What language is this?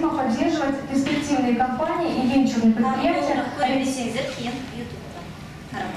Kazakh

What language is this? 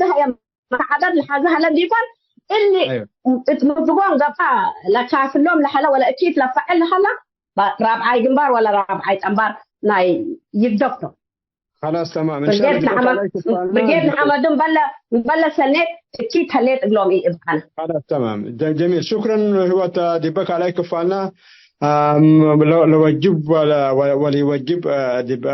Tigre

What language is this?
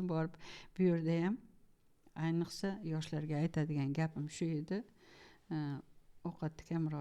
Uzbek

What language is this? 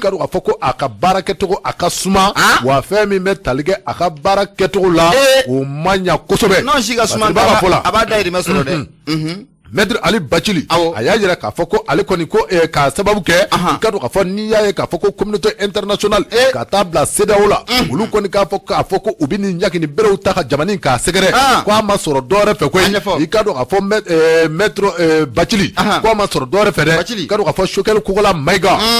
Bambara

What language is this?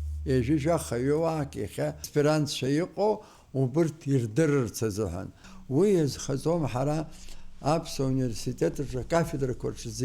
Abkhazian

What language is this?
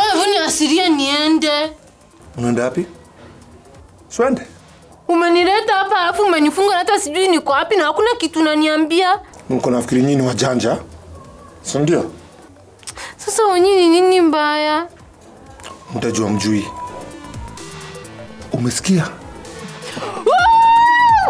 Swahili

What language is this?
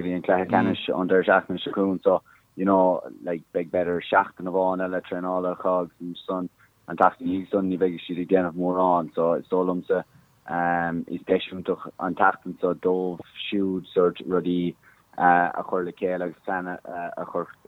Irish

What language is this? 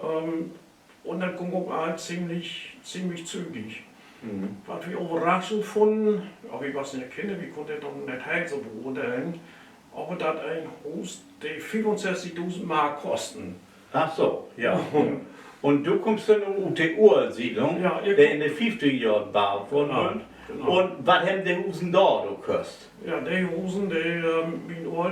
Low German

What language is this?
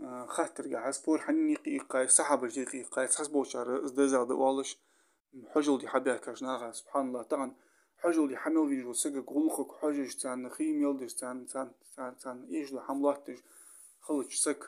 Ingush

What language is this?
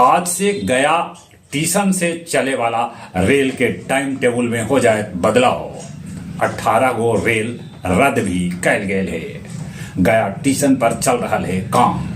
Magahi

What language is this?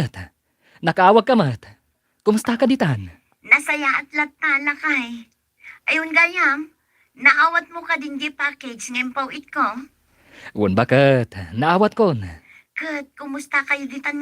Iloko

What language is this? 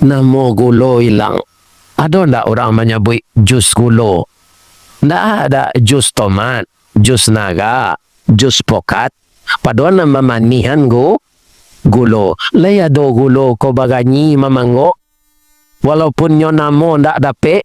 Minangkabau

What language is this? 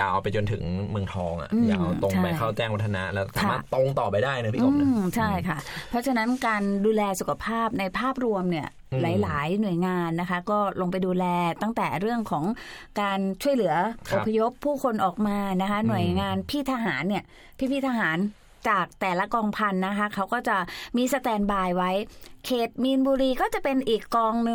Thai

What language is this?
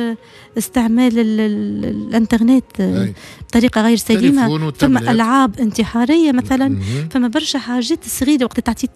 Tunisian Arabic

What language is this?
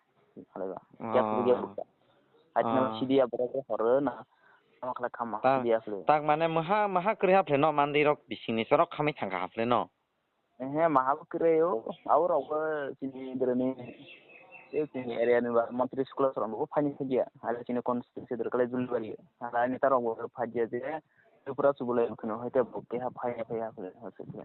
Kok Borok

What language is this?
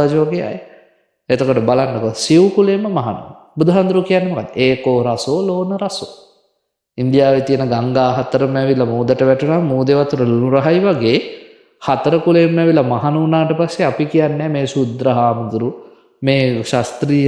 Sinhala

